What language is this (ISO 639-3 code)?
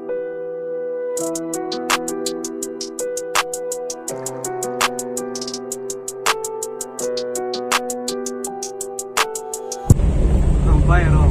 trp